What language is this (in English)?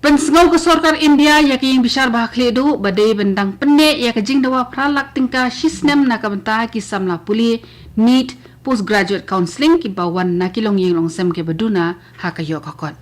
Khasi